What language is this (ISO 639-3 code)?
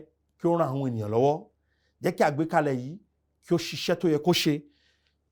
yor